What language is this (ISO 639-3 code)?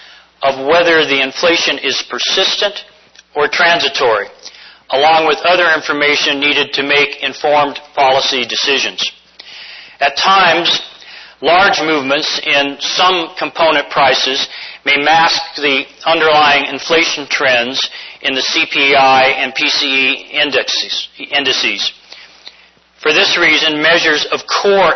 eng